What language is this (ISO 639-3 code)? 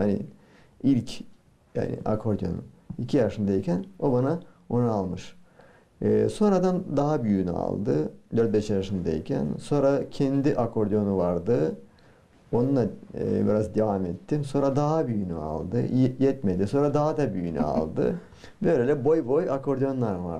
gag